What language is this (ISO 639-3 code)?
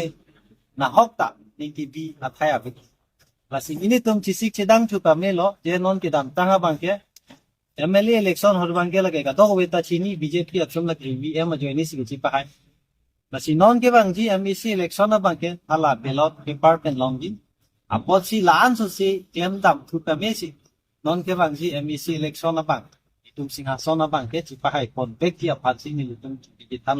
mjw